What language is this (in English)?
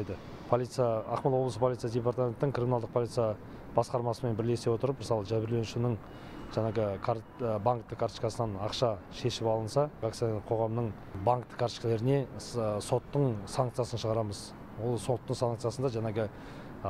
Kazakh